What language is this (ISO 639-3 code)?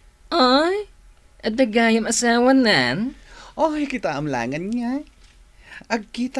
ilo